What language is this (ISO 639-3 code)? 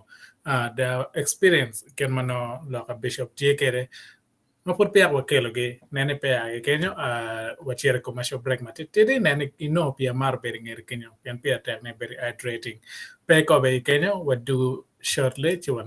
ach